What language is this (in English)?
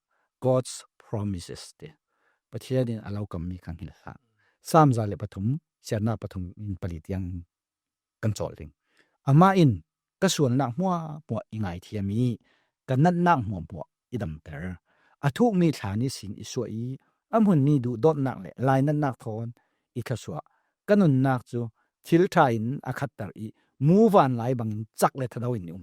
Falam Chin